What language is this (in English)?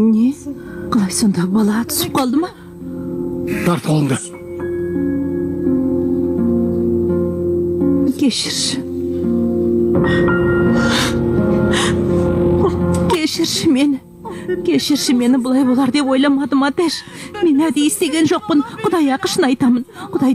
Kazakh